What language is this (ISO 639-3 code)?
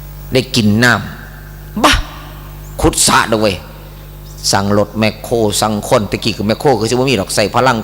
tts